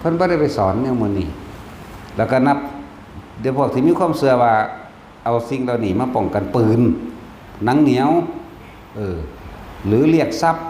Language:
Northeastern Thai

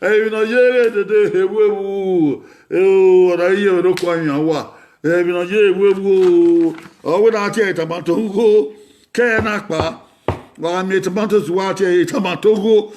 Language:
Bini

